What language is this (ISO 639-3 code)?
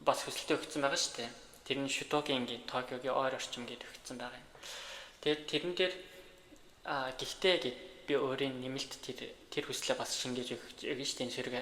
mon